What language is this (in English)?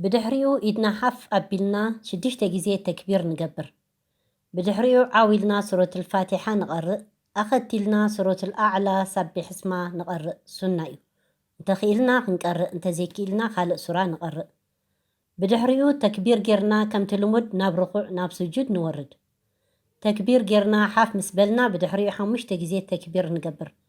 Tigrinya